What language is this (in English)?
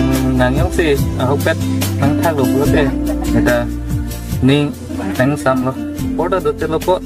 Karbi